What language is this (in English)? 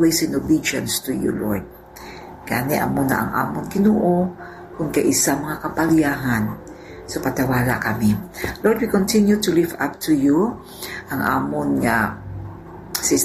Hiligaynon